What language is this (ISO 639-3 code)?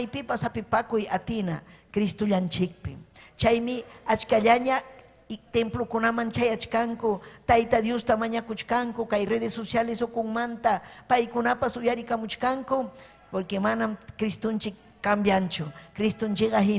quy